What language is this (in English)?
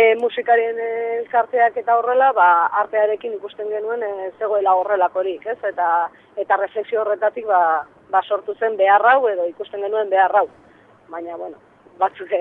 Basque